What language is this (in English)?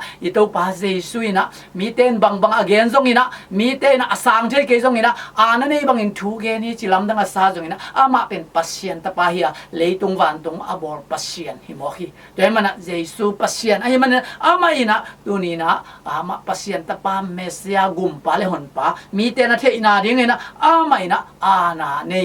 Tedim Chin